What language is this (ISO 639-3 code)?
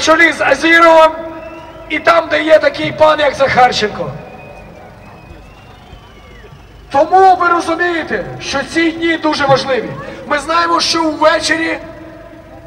ukr